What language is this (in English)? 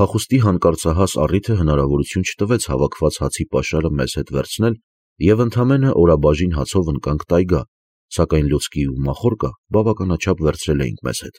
Armenian